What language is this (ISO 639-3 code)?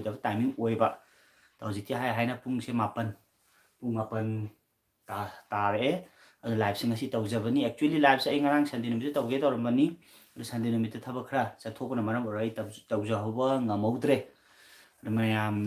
mni